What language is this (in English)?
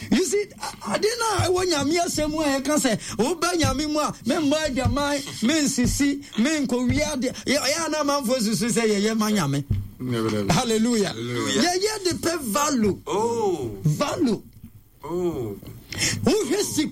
Akan